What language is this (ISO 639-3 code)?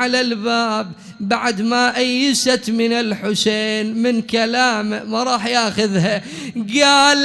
acm